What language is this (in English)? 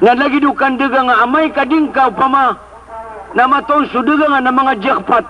Maranao